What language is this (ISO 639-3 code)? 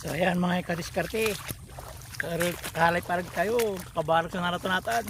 pag